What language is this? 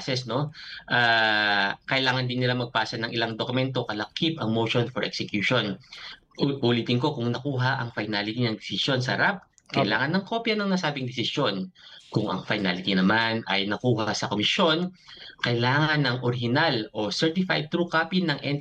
Filipino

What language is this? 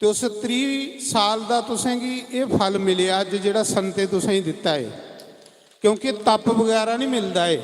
Dogri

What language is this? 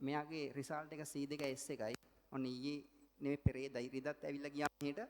Sinhala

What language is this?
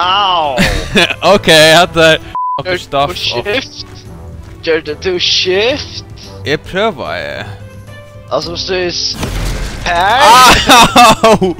Faroese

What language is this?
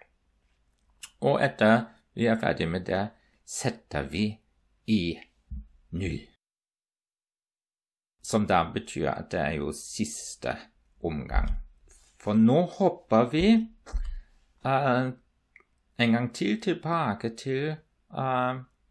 Norwegian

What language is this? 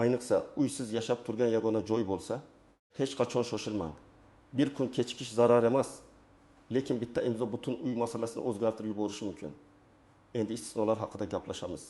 Uzbek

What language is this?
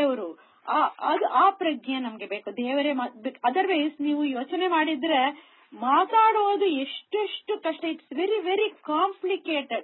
Kannada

